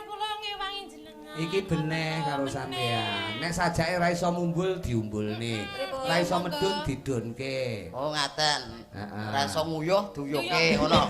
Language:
Javanese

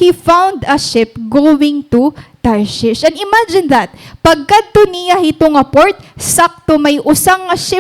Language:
Waray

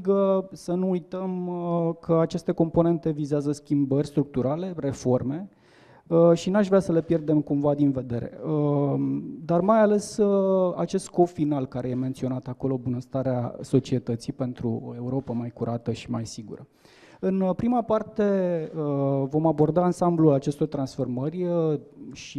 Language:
Romanian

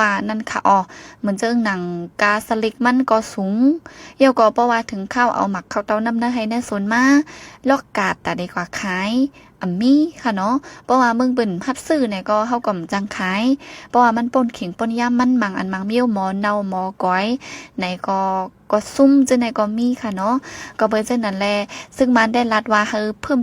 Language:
Shan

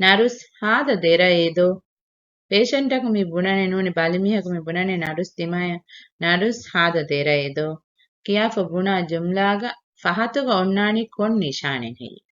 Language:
Divehi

